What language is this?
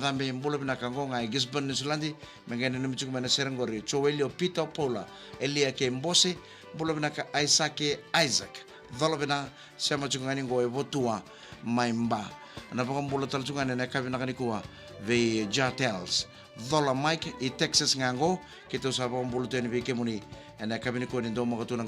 Fijian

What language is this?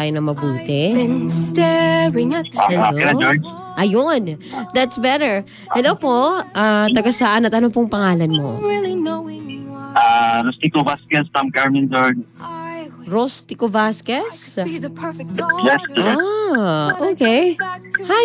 Filipino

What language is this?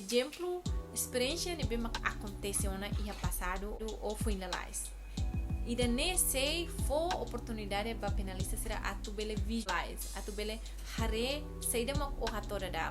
Tetum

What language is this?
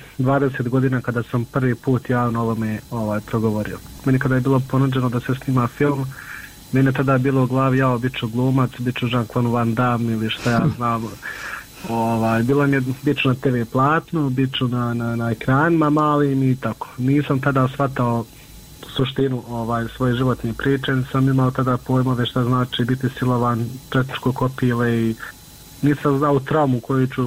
Bosnian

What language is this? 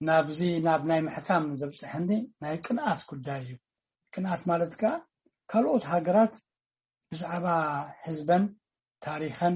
Tigrinya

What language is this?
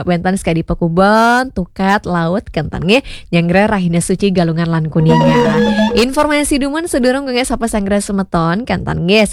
Balinese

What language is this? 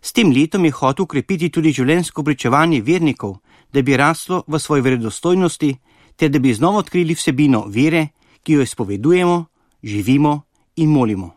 Slovenian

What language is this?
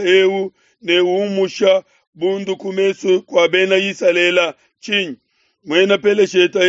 Luba-Lulua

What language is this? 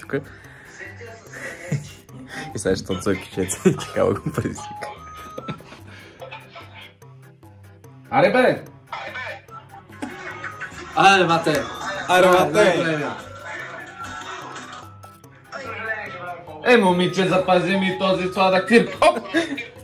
Bulgarian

